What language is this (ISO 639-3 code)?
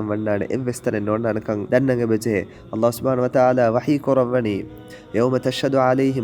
div